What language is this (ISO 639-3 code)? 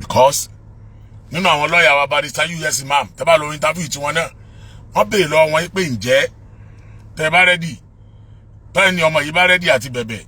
yor